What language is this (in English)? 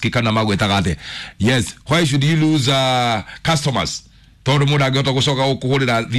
Kikuyu